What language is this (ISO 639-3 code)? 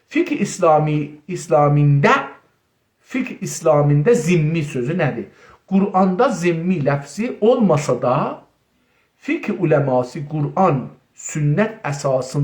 azb